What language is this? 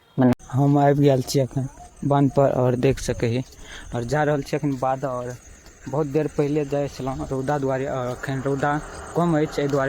Maithili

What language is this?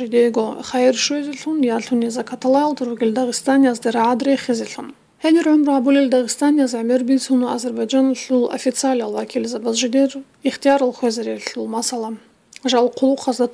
Avaric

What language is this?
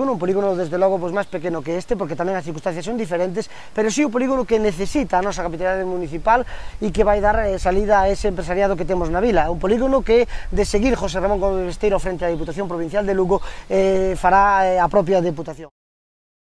Galician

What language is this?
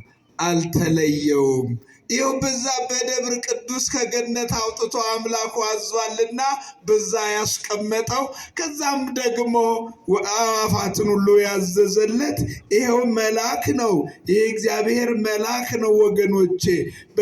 Amharic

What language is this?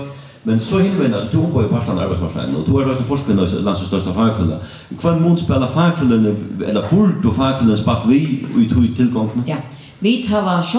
Faroese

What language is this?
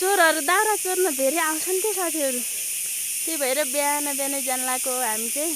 Nepali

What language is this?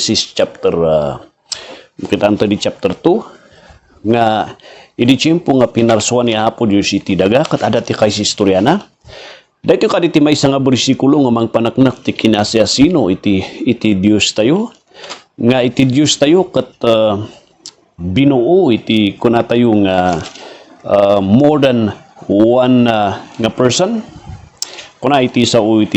Iloko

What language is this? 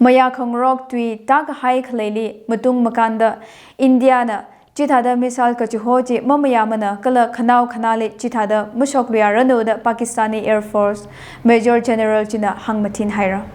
Tangkhul Naga (India)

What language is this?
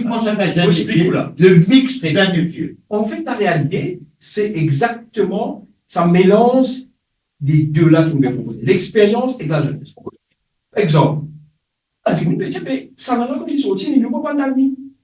Morisyen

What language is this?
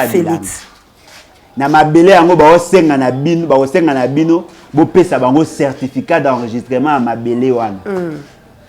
Lingala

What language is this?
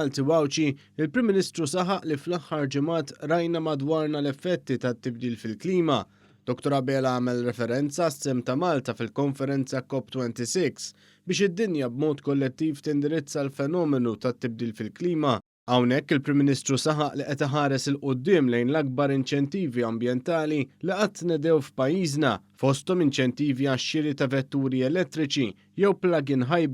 Maltese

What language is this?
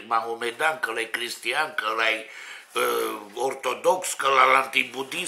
Romanian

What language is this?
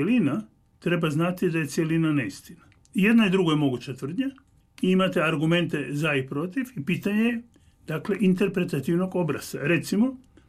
Croatian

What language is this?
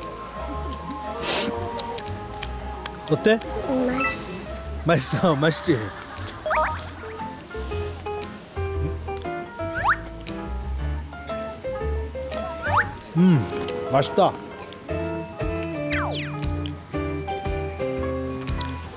Korean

